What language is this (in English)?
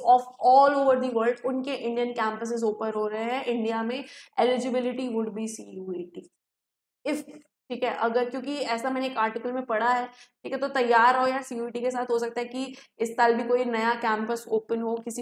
Hindi